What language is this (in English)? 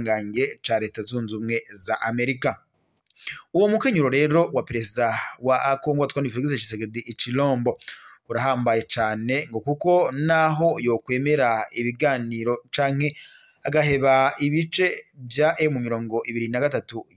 Rundi